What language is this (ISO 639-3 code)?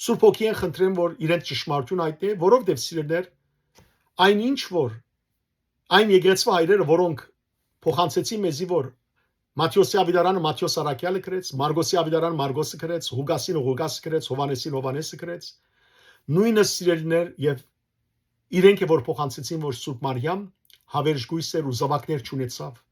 hyw